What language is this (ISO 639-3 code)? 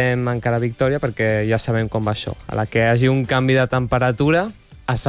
cat